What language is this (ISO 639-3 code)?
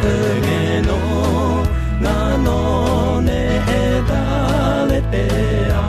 ahk